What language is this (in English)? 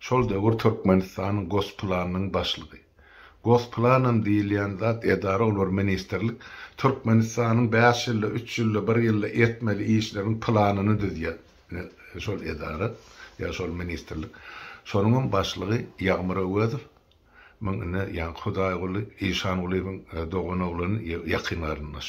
Turkmen